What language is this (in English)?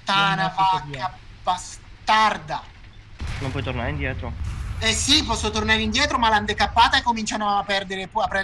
Italian